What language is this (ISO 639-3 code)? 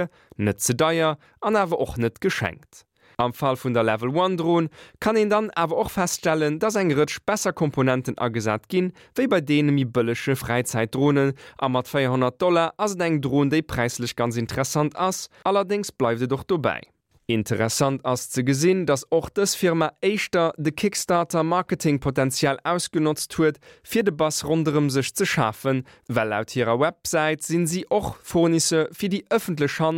ltz